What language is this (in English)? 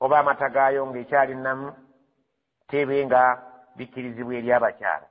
Ganda